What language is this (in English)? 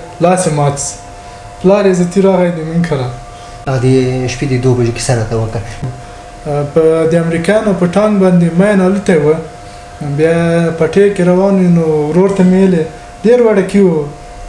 Pashto